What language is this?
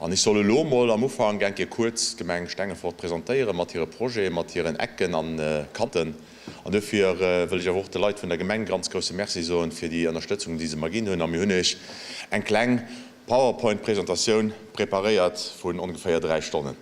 Luxembourgish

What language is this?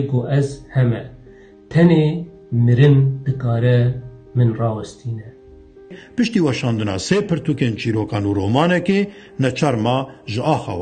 Kurdish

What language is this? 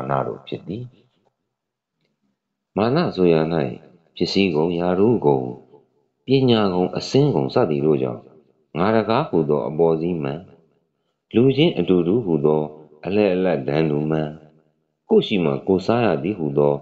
Burmese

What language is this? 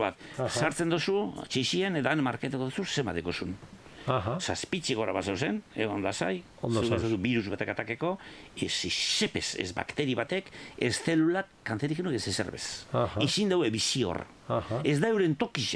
Basque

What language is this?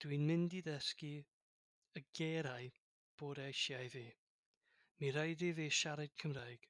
Welsh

